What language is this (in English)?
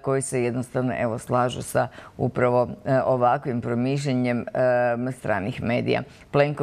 Croatian